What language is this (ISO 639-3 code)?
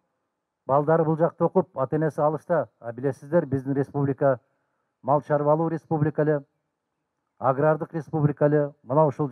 kir